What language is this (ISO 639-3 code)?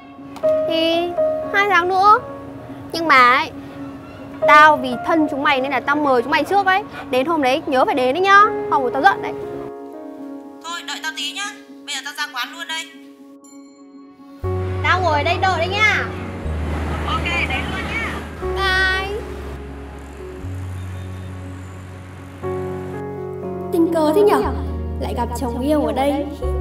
vie